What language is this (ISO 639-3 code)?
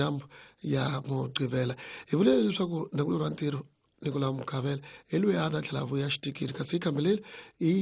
tso